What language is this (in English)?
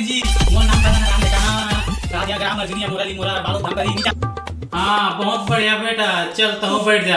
Chhattisgarhi